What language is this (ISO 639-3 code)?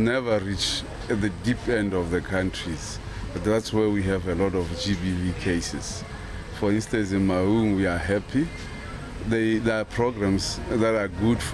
tsn